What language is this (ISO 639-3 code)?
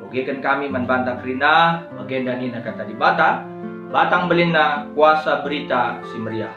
btx